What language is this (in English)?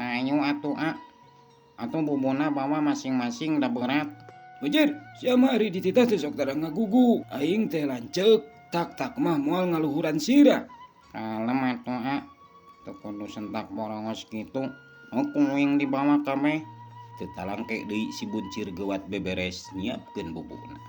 Sundanese